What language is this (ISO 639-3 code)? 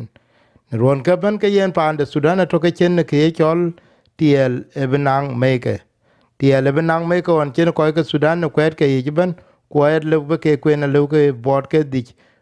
din